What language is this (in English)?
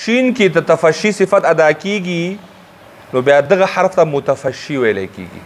Pashto